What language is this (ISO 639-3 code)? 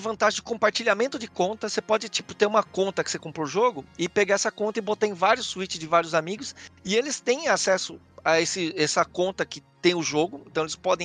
por